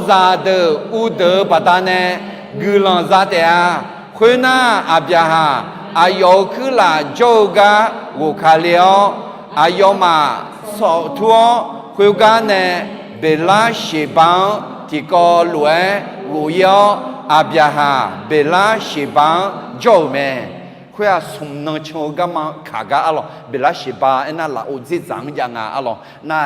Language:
Akha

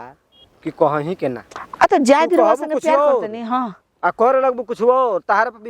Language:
Bhojpuri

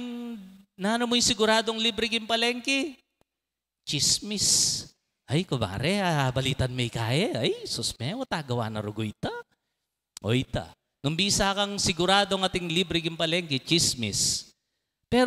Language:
Pampanga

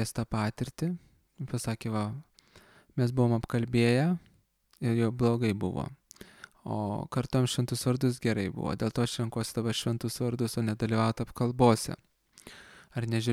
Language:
Lithuanian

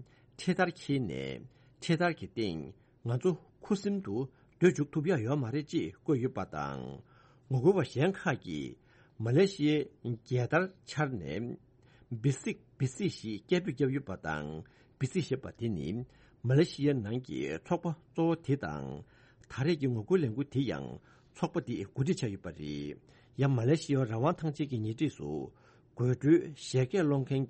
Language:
Tibetan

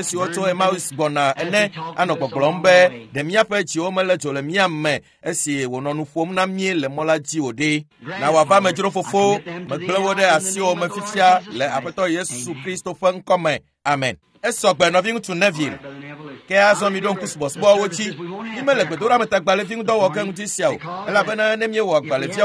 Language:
Ewe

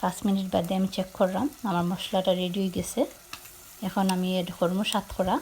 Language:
Sylheti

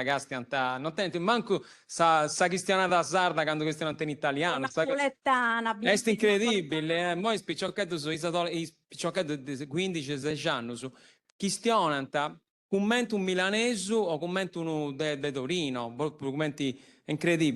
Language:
Sardinian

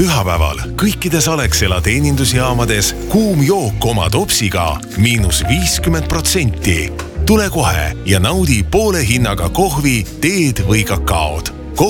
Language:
Estonian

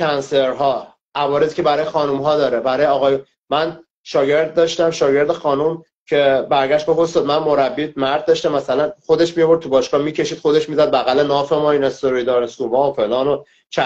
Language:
Persian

